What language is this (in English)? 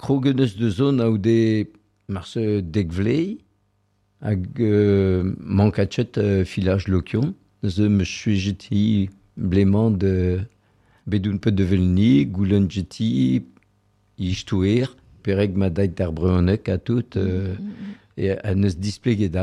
Breton